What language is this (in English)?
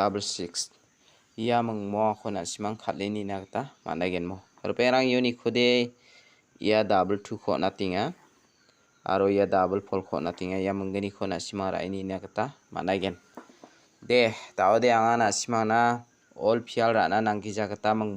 Garo